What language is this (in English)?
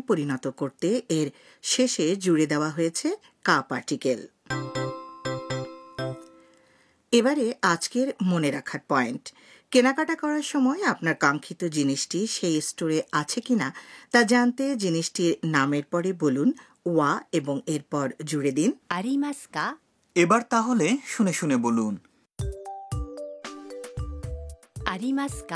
Bangla